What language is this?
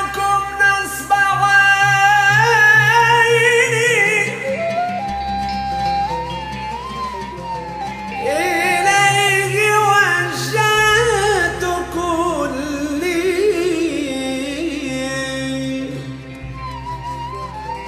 Arabic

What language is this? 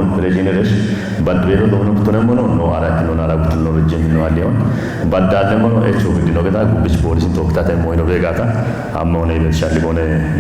Kafa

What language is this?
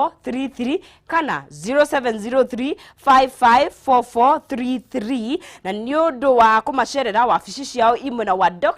Kikuyu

